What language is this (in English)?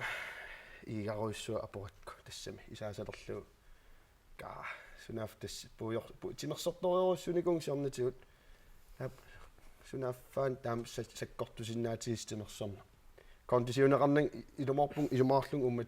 Kalaallisut